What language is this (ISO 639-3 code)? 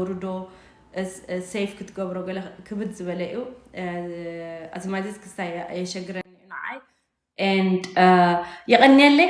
tir